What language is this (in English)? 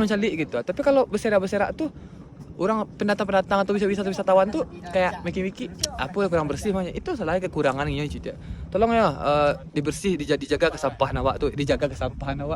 Minangkabau